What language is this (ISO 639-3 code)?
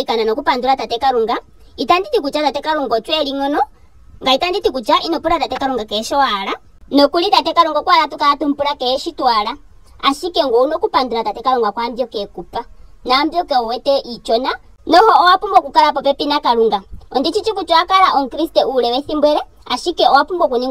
ndo